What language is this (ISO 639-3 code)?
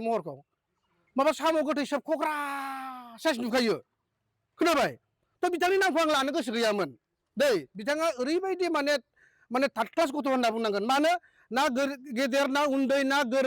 brx